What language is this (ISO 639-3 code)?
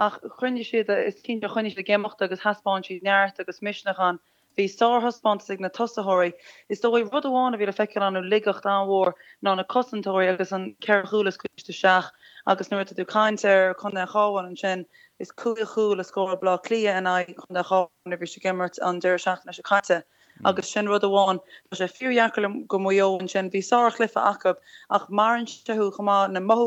gle